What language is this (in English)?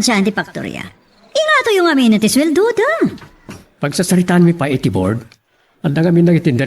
Iloko